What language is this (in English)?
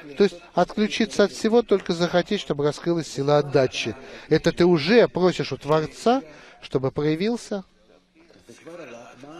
Russian